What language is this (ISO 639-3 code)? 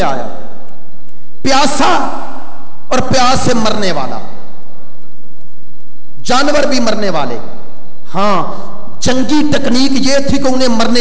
urd